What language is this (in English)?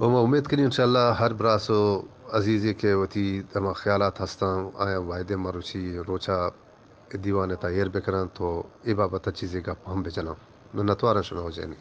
Eastern Balochi